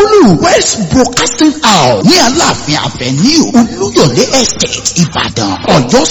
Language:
Yoruba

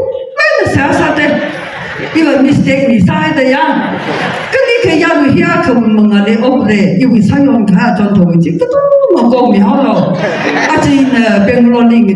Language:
Tangkhul Naga (India)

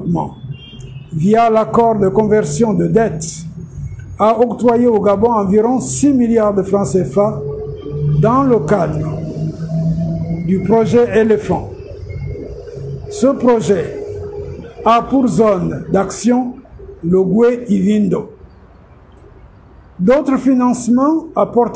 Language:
French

